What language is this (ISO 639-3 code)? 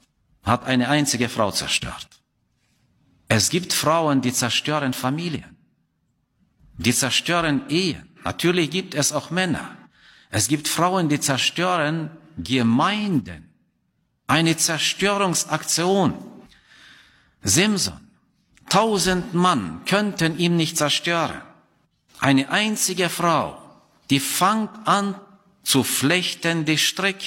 deu